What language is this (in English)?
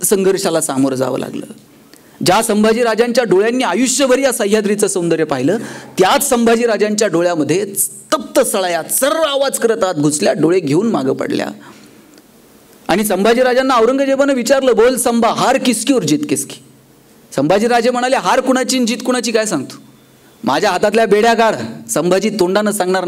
Marathi